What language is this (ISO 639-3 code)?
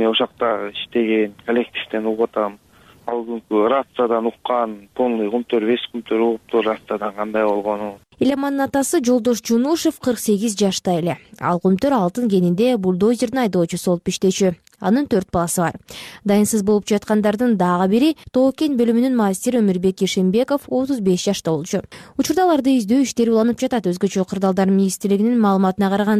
kir